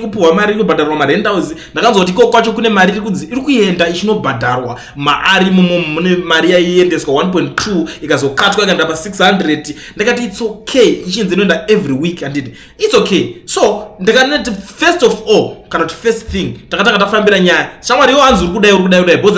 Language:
Shona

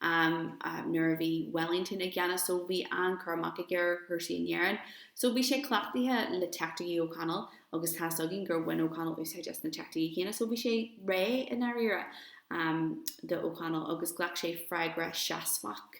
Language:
Irish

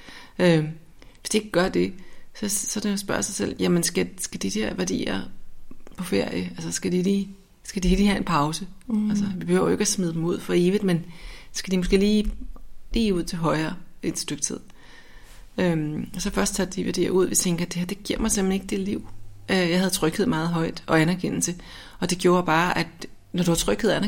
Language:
Danish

